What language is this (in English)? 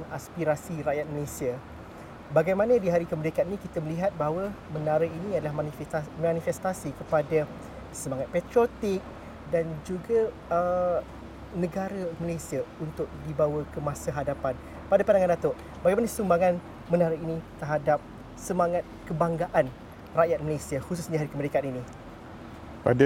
Malay